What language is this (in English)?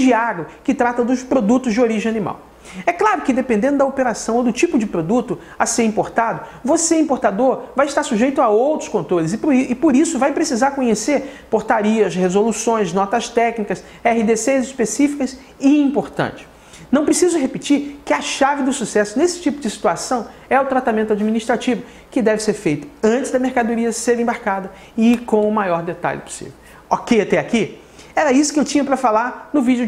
Portuguese